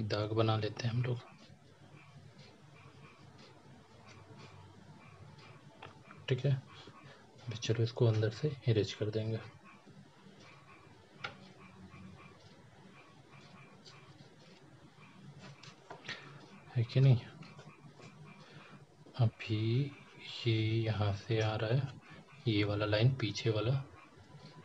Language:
Hindi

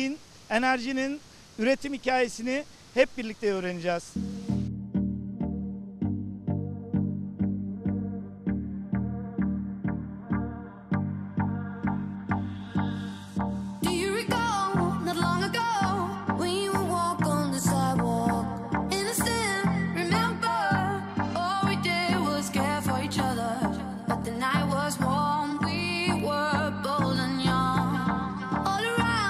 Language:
Turkish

